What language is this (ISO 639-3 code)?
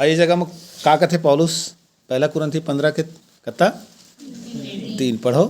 hne